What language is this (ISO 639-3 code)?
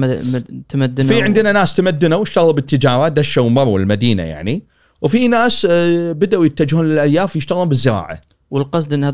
afb